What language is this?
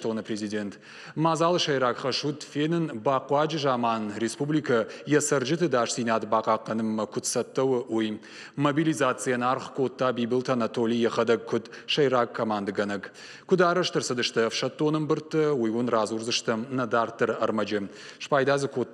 Ossetic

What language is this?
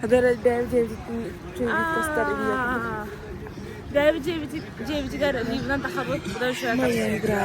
Yakut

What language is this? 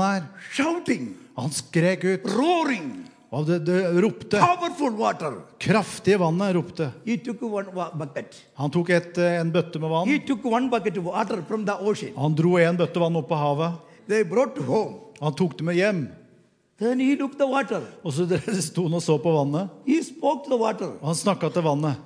Norwegian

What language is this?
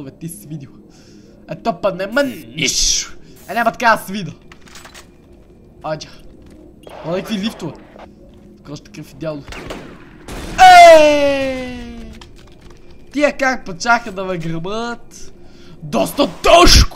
Bulgarian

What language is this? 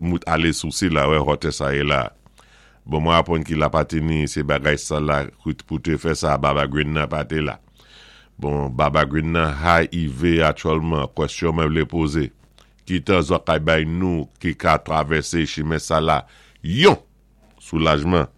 Saint Lucian Creole French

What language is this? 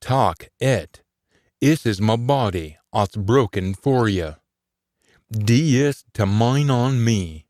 Scots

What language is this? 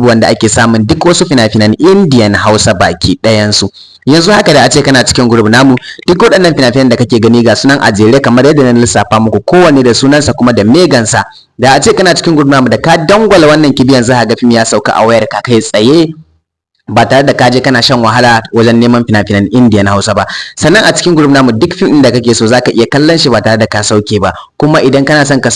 Hausa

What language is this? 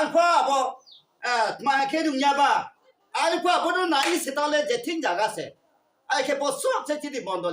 Riang (India)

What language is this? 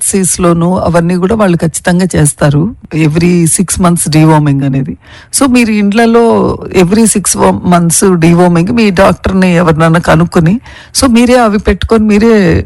Telugu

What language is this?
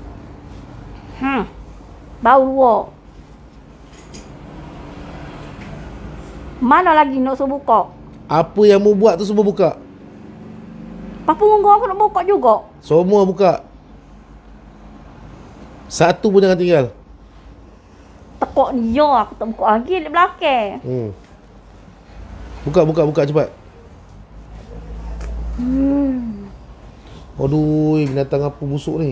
Malay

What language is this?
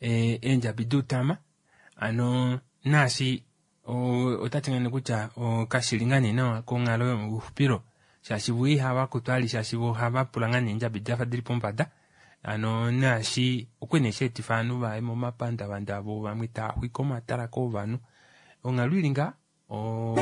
Kuanyama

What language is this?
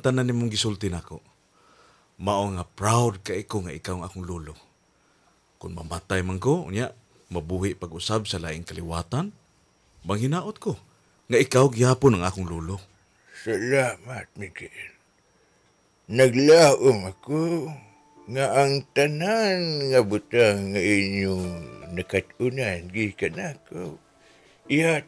Cebuano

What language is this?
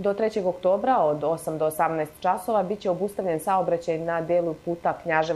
Serbian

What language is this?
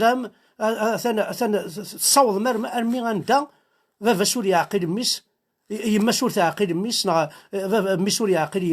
Kabyle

